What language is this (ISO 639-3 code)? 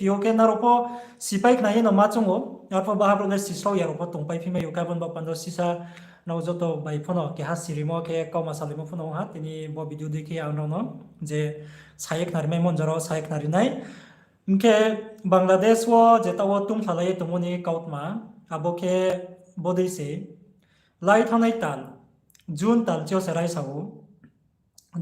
ria